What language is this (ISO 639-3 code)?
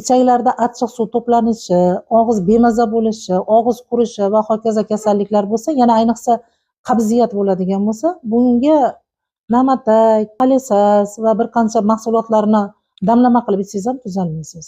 uzb